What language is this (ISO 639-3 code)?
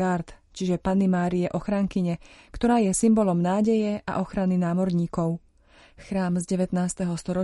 slk